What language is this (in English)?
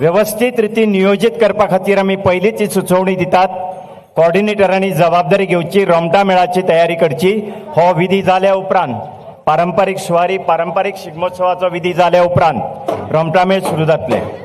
Konkani